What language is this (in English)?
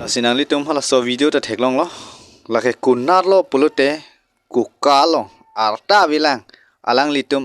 Karbi